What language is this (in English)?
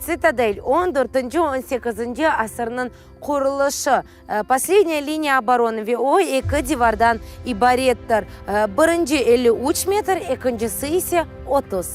Crimean Tatar